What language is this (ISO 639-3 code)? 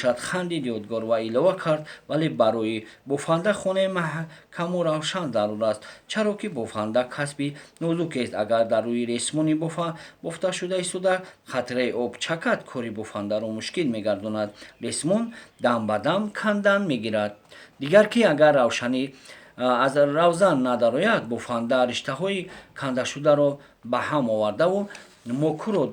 tgk